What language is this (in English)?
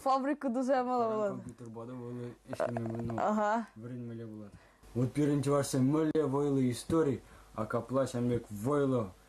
Chuvash